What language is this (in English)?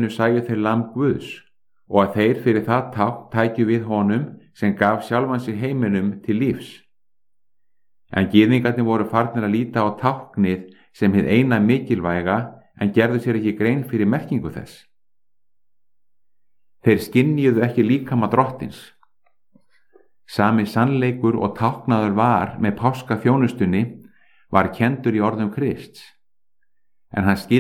Icelandic